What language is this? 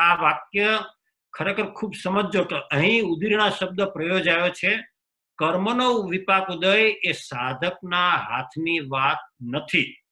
Gujarati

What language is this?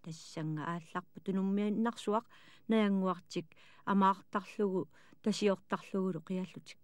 Kalaallisut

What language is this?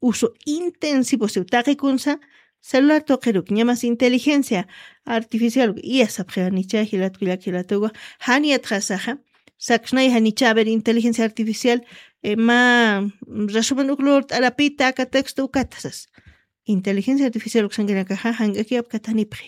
Aymara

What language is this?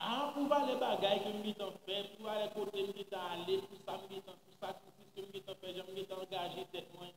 Haitian Creole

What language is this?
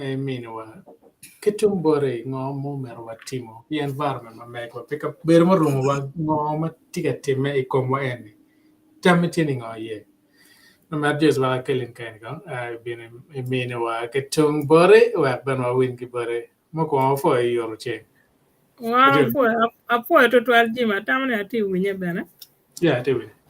Acoli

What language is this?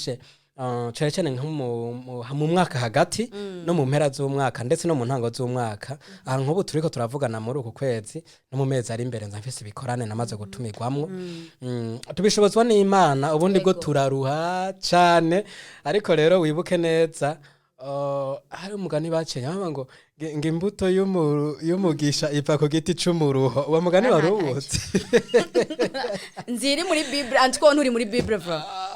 Rundi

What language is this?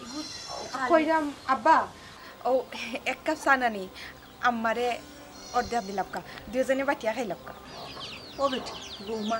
Sylheti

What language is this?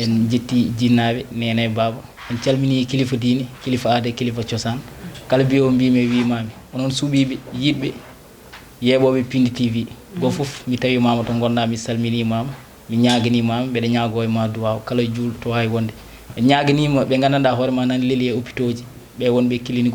Fula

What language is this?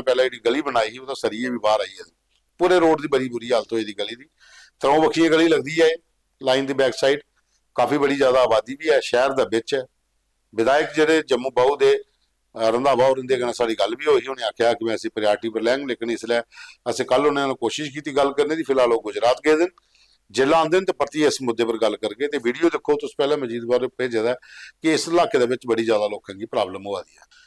Dogri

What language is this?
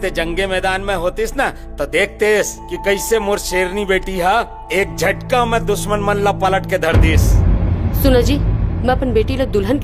Chhattisgarhi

